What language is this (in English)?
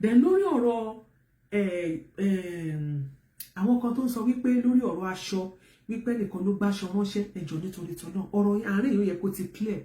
Yoruba